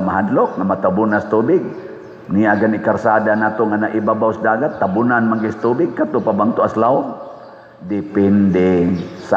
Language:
Cebuano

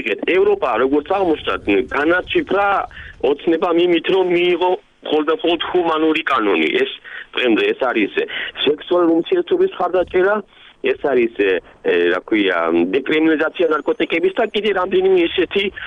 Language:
Georgian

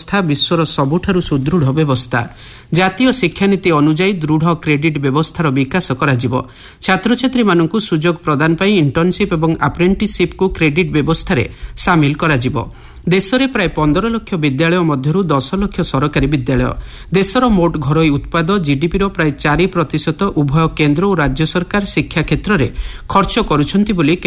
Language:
Odia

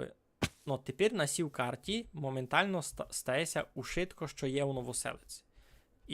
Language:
Rusyn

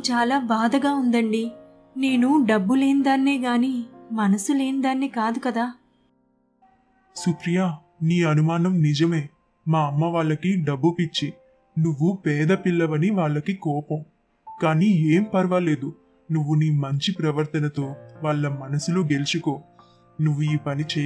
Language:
Telugu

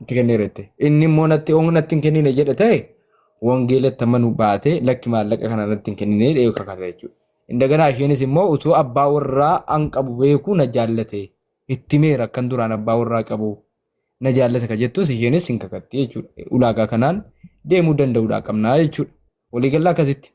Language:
Oromo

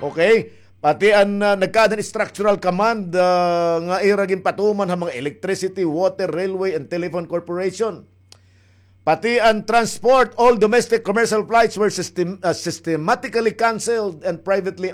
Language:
Waray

